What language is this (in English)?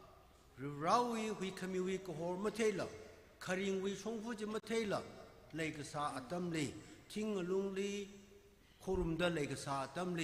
Tangkhul Naga (India)